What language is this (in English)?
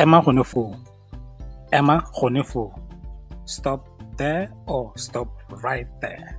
Tswana